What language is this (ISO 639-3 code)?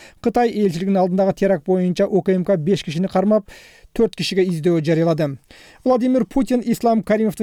kir